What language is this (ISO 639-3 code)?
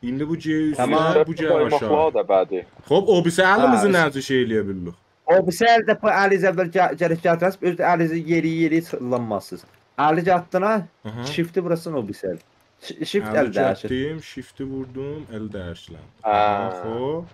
azb